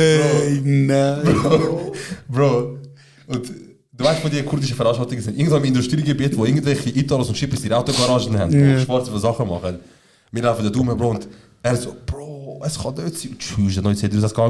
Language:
Swiss German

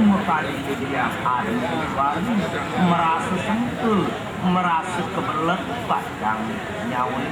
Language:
Balinese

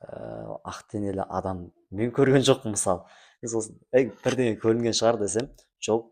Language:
Kazakh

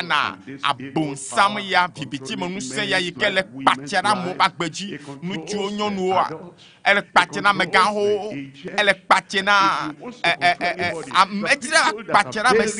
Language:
Ewe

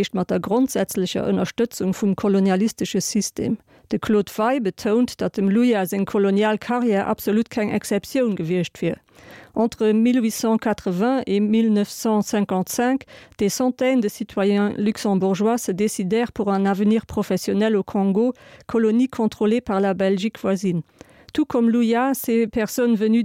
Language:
Luxembourgish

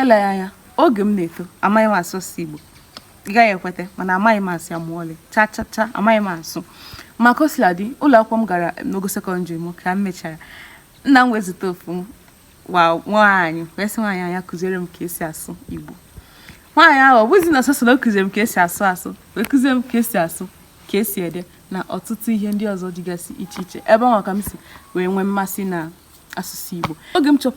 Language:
Igbo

